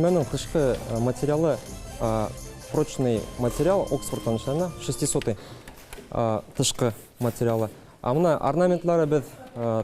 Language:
Bashkir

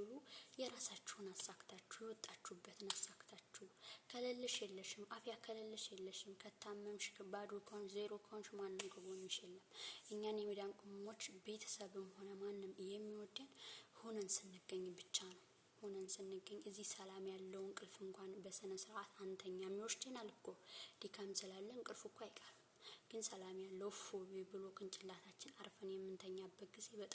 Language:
Amharic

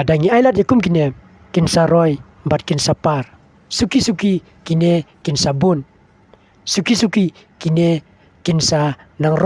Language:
Khasi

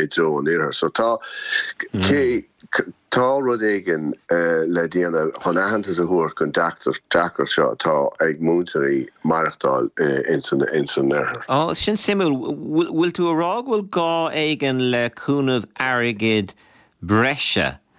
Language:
Irish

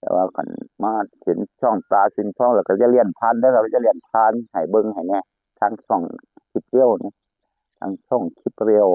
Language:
Northeastern Thai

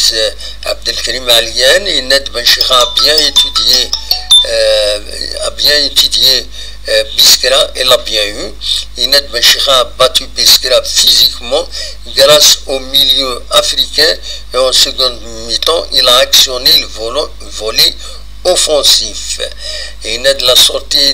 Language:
Kabyle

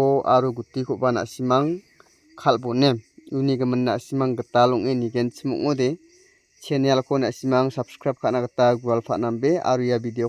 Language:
Garo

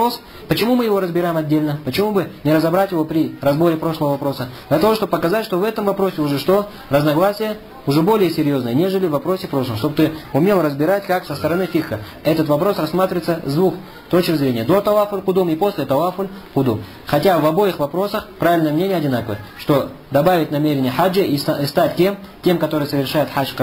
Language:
Russian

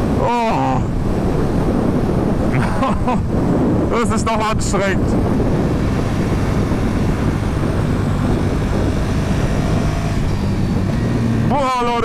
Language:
German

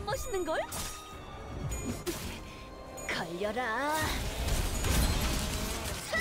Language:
Korean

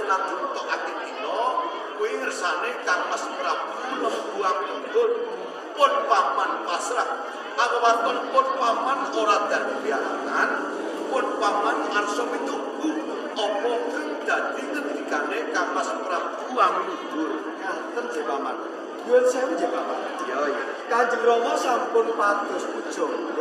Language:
Javanese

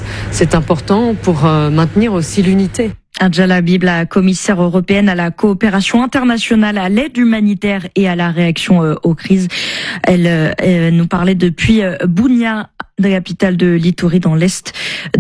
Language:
French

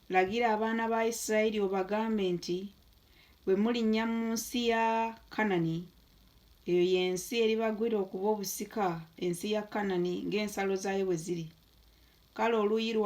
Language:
Ganda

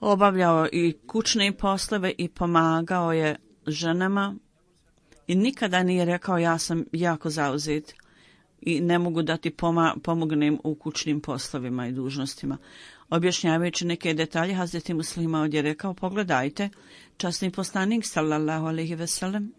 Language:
Bosnian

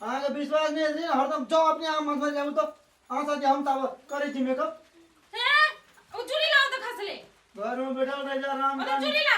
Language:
Maithili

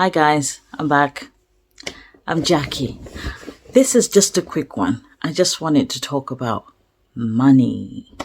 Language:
English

